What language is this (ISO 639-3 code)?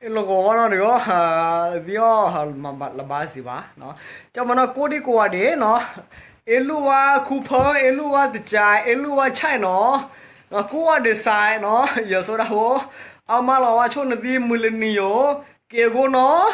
ksw